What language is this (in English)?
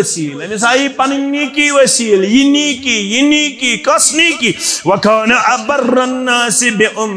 Kashmiri